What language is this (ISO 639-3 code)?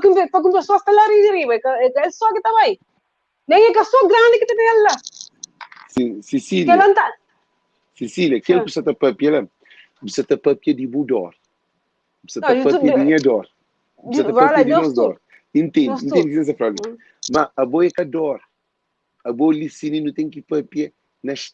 kea